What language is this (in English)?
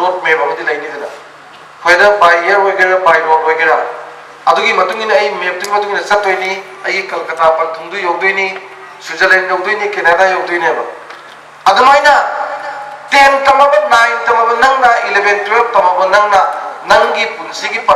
Manipuri